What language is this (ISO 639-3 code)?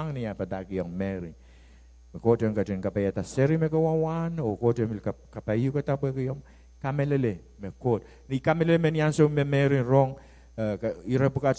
pon